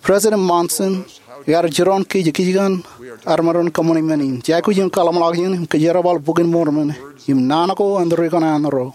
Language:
Marshallese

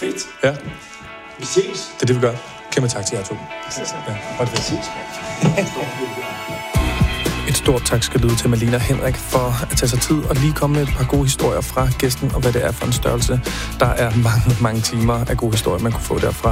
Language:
Danish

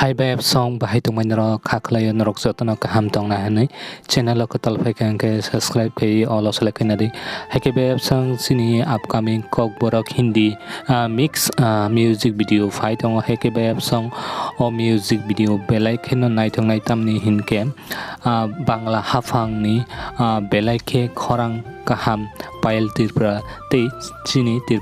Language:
Kok Borok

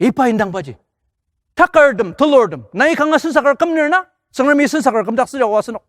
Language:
Ao Naga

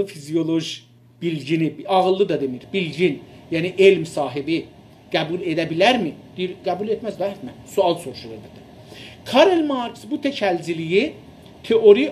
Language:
South Azerbaijani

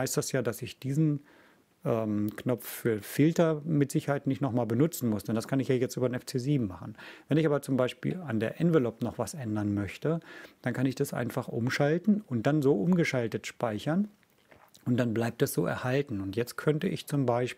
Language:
German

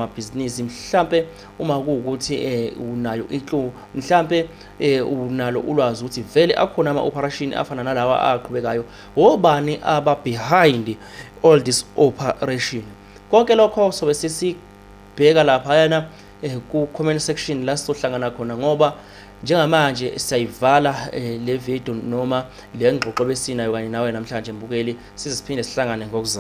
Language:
Zulu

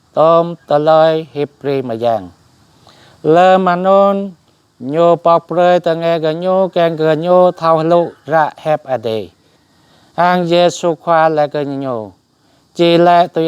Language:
Jarai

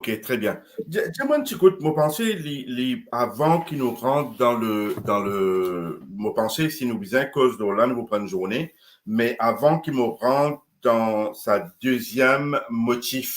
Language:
Morisyen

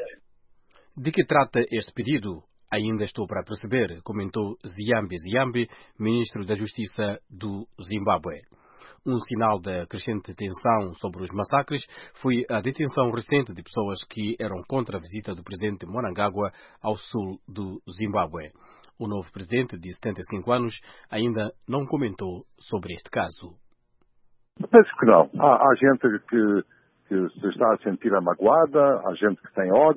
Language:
Portuguese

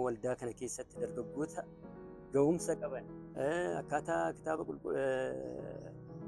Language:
Oromo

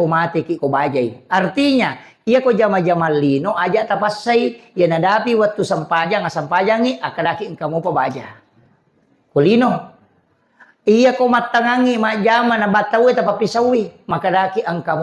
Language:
Buginese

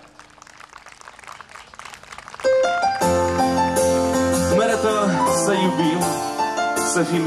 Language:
Romanian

